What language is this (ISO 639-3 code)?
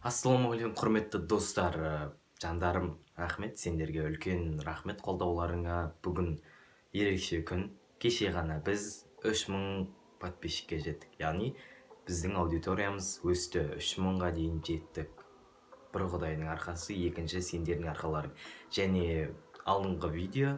kaz